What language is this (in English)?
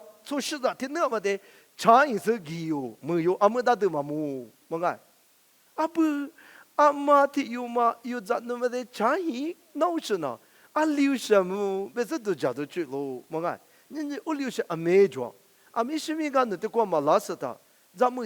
Lisu